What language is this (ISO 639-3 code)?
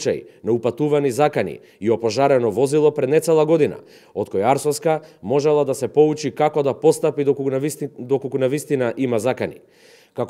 mkd